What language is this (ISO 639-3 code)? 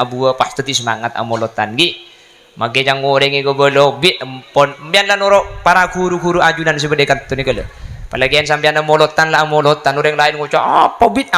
mad